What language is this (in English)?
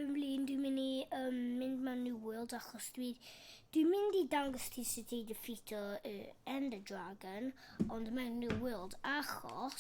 Welsh